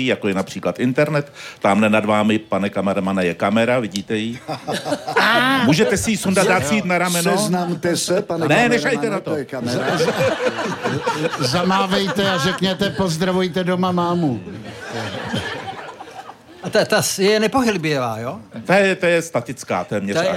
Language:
Czech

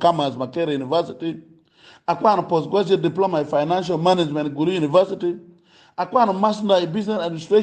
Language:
Acoli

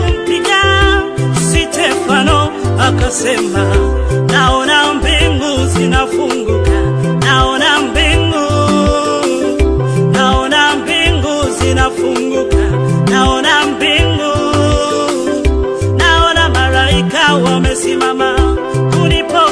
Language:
Swahili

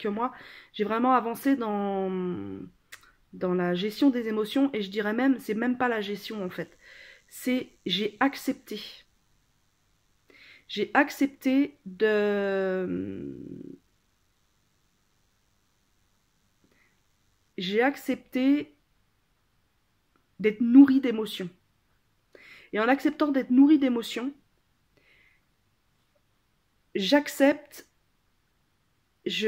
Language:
French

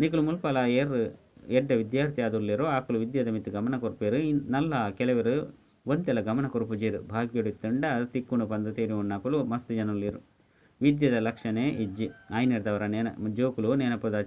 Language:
Tulu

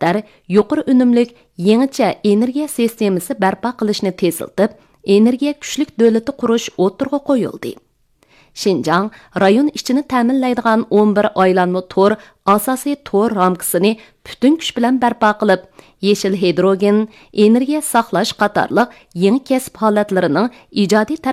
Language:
Uyghur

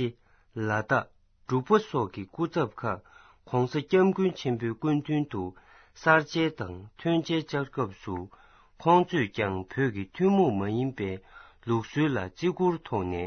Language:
Tibetan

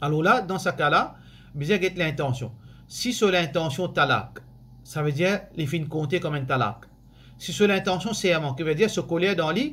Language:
Morisyen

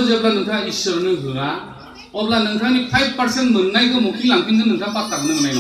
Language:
Bodo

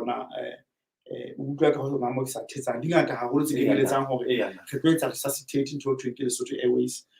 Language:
Southern Sotho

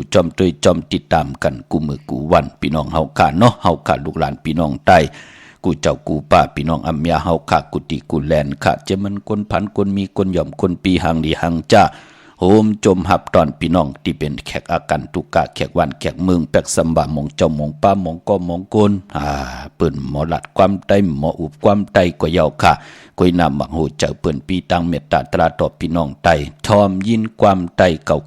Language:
Shan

